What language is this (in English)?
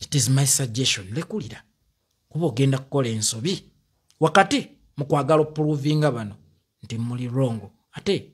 Ganda